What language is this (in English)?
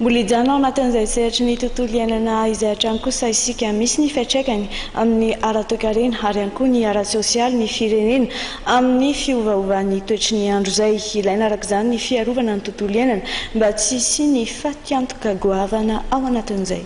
Malagasy